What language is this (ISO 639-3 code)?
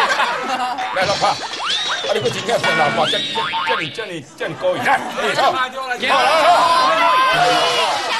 zho